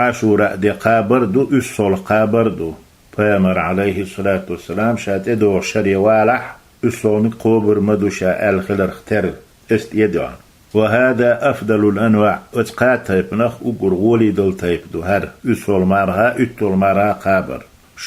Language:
Chechen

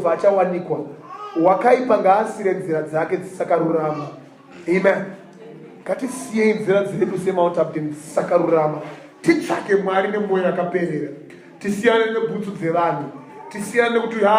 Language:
Shona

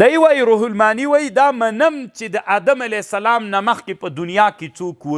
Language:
Pashto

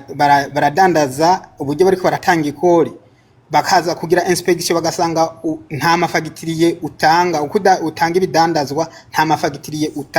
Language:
Rundi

